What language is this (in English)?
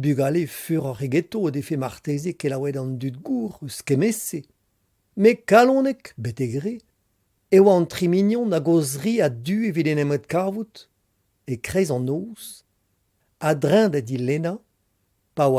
Breton